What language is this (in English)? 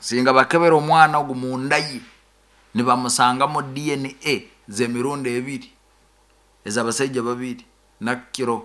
Nyoro